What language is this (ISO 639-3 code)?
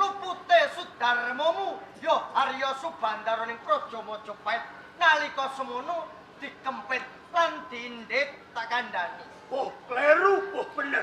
jav